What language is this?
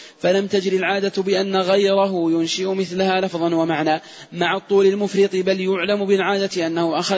Arabic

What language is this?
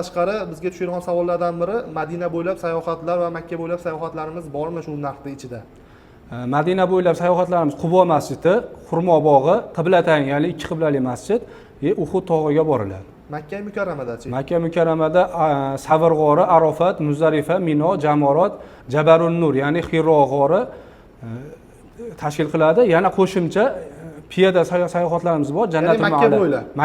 Uzbek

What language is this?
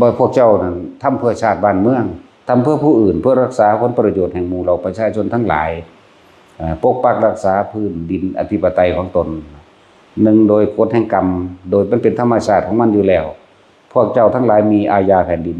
Northeastern Thai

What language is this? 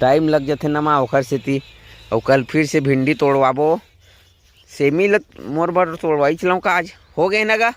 Chhattisgarhi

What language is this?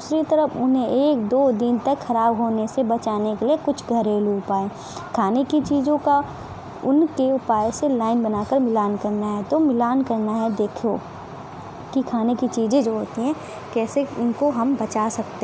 Hindi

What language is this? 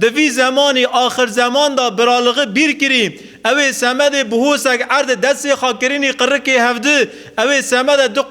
Kurdish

